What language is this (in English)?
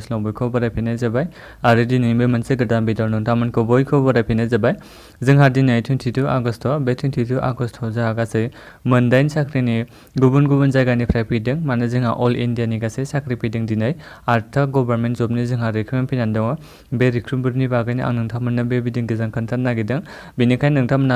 Bodo